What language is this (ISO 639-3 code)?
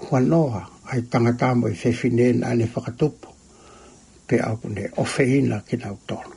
ton